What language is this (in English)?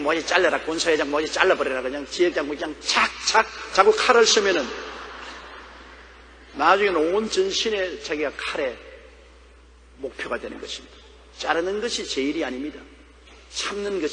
Korean